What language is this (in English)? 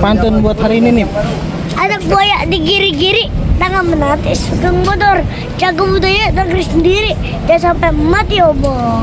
Betawi